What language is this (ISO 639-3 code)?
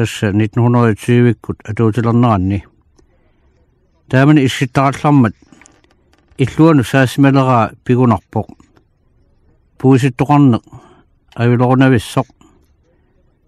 kal